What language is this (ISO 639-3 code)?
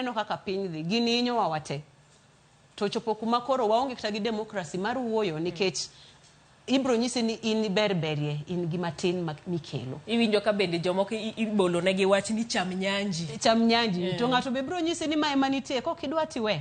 luo